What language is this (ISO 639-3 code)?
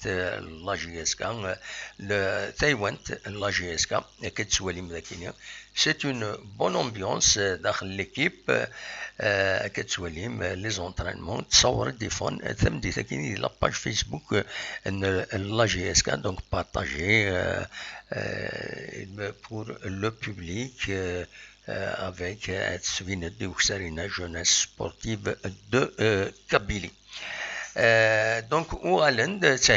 kab